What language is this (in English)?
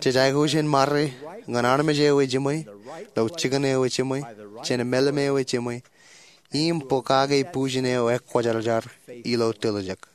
Marshallese